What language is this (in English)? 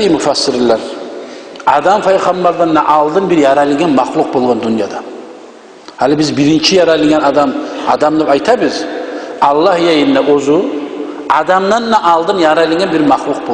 Kumyk